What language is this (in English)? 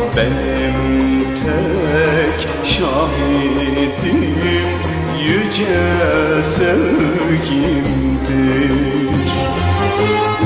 Turkish